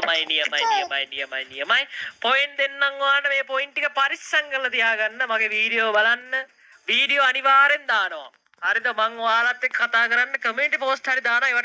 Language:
Sinhala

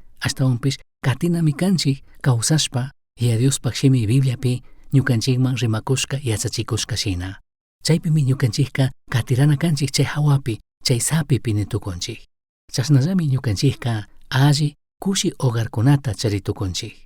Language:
Chimborazo Highland Quichua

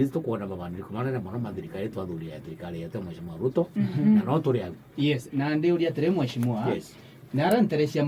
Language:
Meru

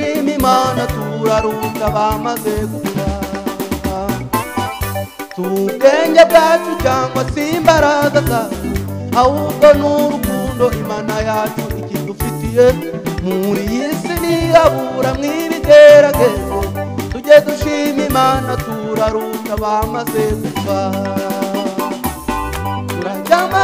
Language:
Kinyarwanda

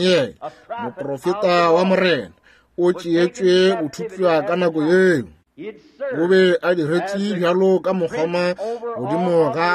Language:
Northern Sotho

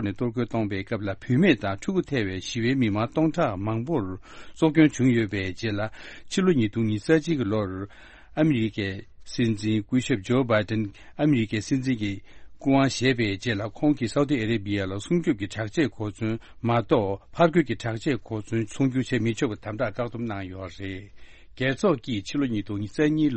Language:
Tibetan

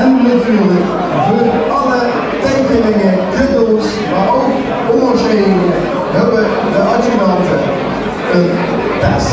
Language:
Limburgish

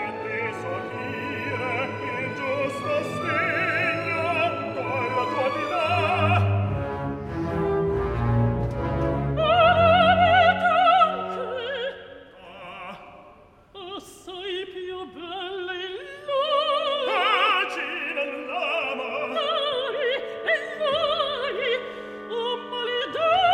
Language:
Italian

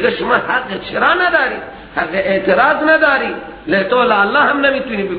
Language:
Persian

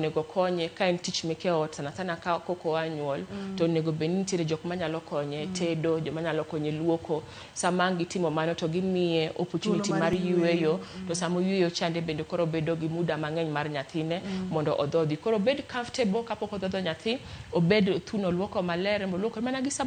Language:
Luo (Kenya and Tanzania)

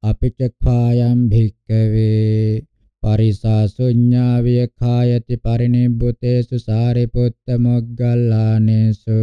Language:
Pali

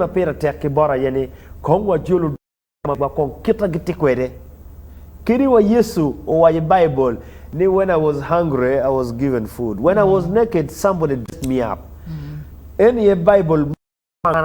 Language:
Acoli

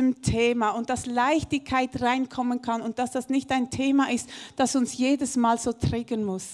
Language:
Swiss German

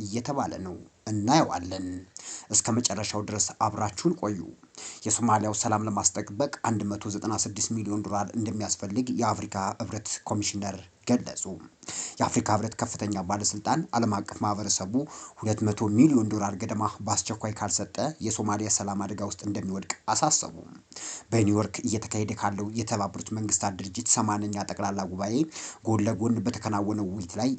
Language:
Amharic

